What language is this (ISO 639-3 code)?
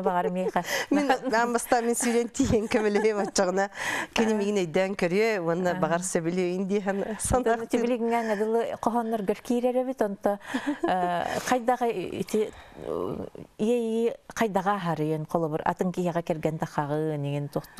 sah